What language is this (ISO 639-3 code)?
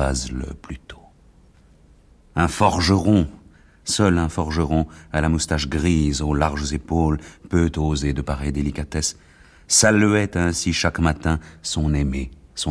fra